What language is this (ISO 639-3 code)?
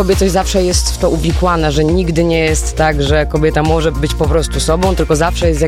pol